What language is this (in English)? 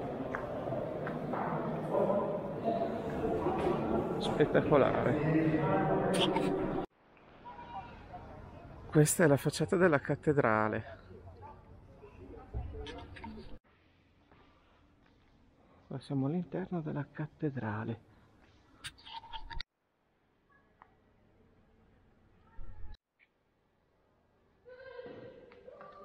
Italian